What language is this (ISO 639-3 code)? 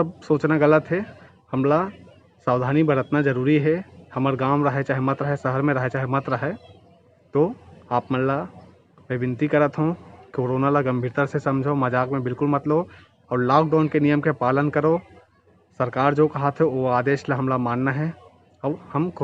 hne